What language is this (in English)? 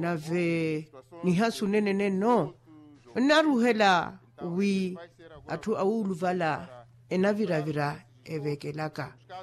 Makhuwa